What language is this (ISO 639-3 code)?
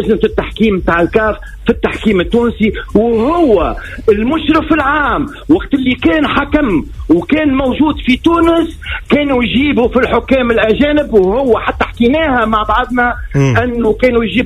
aeb